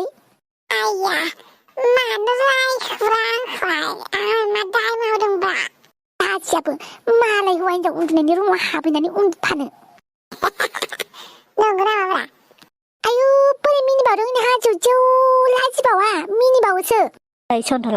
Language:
Bodo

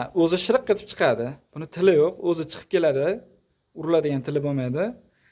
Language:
Uzbek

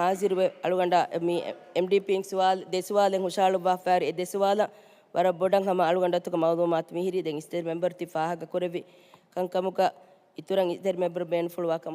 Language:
Divehi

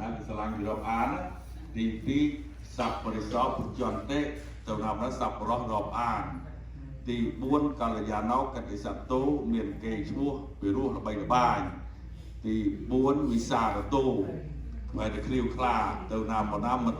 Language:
Khmer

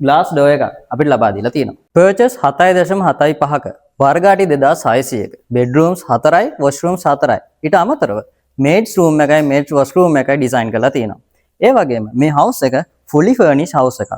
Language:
Sinhala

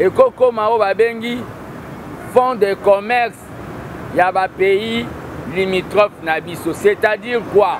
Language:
Lingala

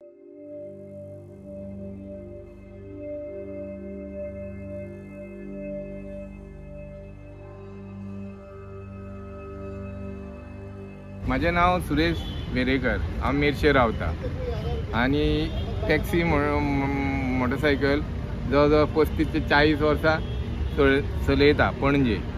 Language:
Konkani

